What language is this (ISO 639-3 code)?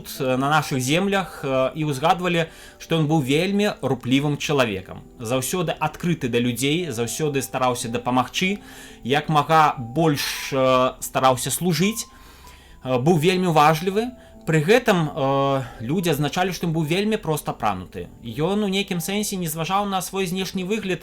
bel